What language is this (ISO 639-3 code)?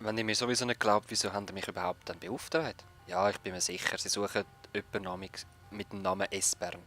gsw